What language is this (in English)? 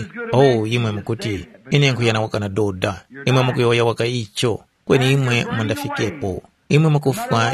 Tumbuka